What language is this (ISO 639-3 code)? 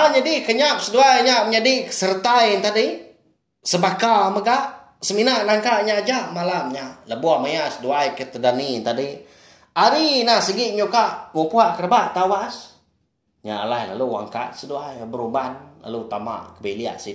iba